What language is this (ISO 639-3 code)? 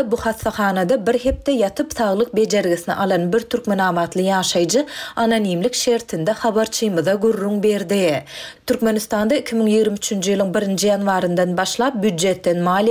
tuk